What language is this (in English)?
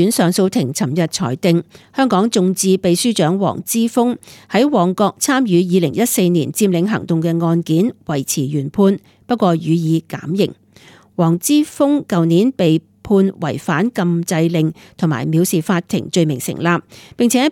Cantonese